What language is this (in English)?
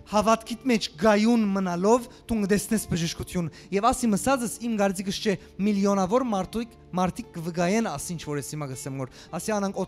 Western Armenian